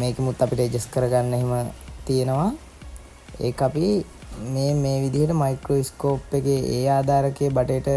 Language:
Sinhala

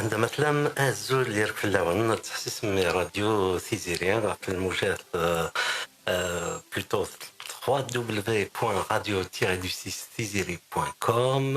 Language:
Kabyle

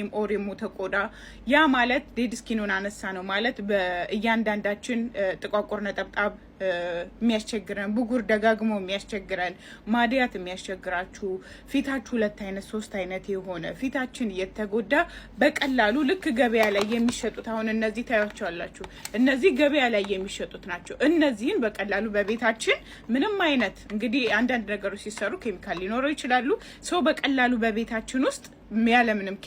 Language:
Amharic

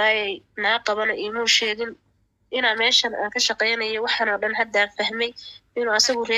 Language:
Somali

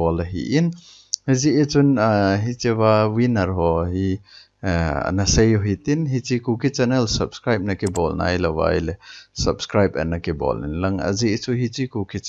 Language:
Thado Chin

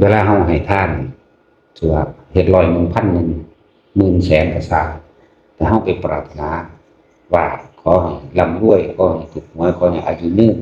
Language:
Northeastern Thai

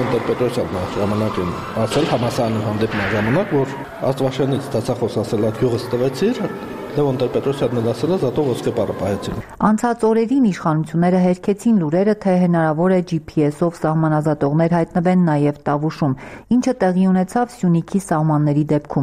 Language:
Armenian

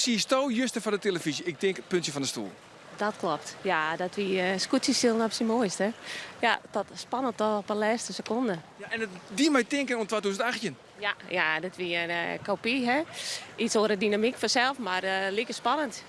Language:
Western Frisian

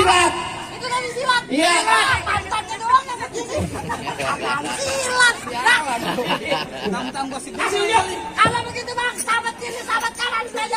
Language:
Betawi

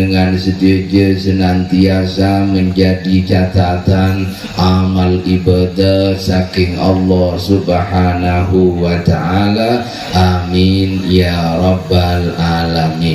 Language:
Madurese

